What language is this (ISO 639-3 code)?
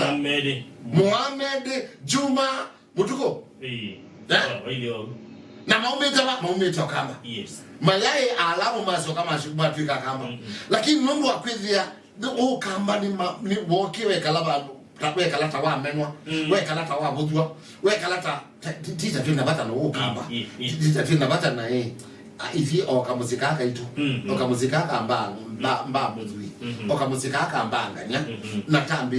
kam